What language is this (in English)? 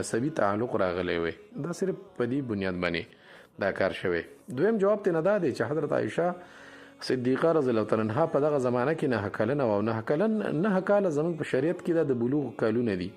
Pashto